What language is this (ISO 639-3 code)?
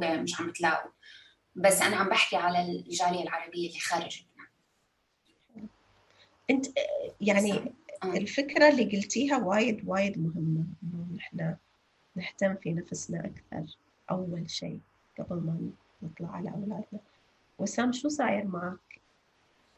apc